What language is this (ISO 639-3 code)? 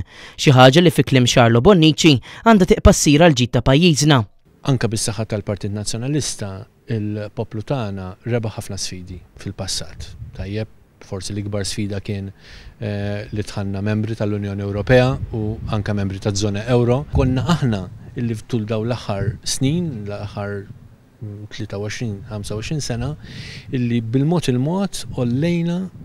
mlt